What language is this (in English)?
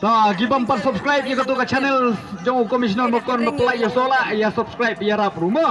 Khasi